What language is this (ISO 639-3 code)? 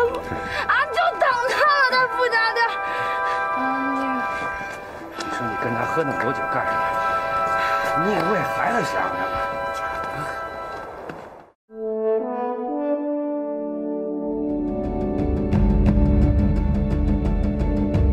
zho